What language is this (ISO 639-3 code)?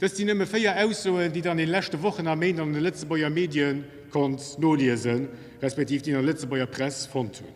ltz